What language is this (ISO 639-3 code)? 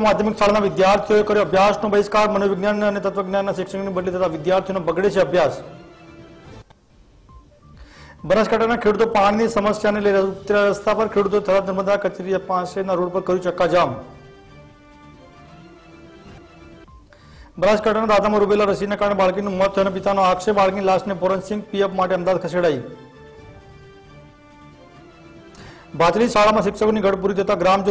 guj